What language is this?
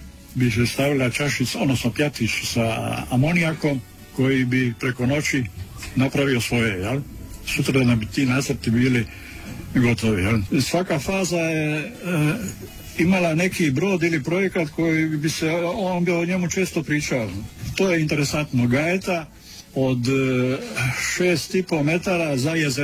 Croatian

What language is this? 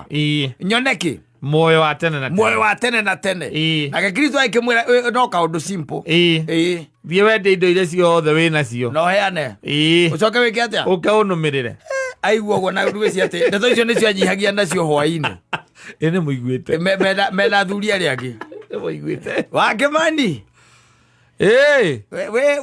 Kikuyu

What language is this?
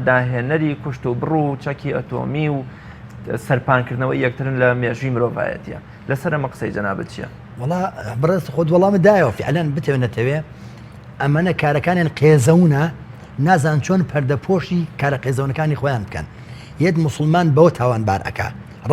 Central Kurdish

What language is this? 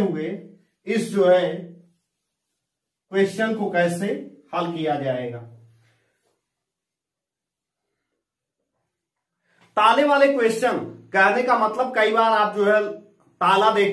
Hindi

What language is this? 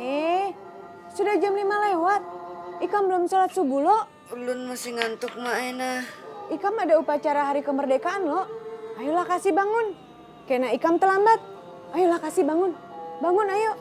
Banjar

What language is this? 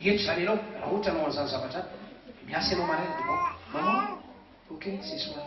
Malagasy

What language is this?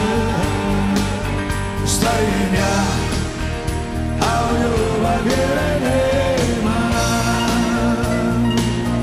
Croatian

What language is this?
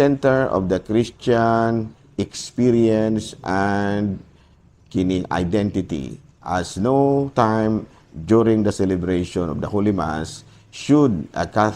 Cebuano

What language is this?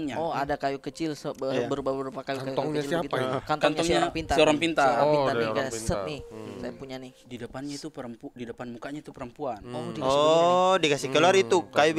Makassar Malay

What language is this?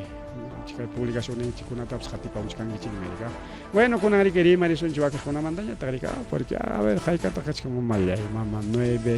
Ayacucho Quechua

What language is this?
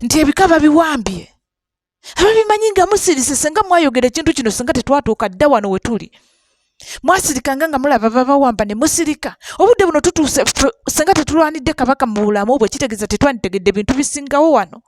Ganda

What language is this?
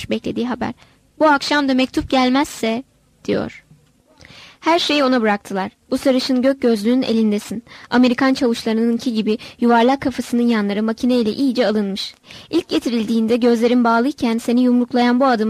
Turkish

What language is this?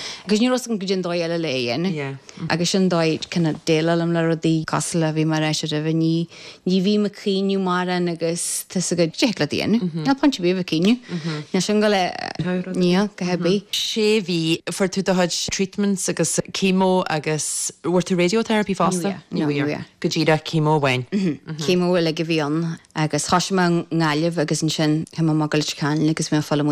Irish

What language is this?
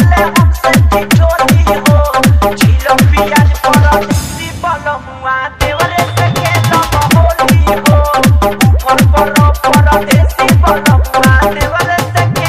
Bhojpuri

